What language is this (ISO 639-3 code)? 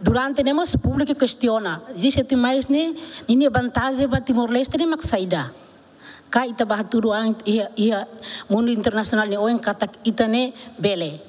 tet